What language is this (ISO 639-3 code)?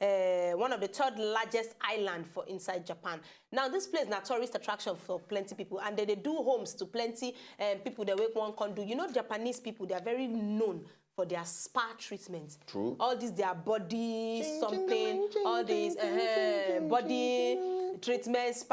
pcm